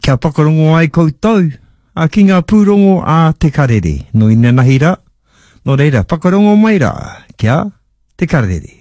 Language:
Māori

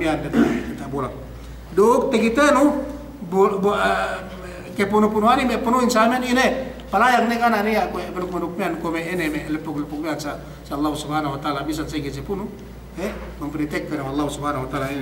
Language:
Yakan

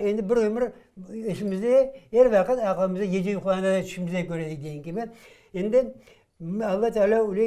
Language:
Crimean Tatar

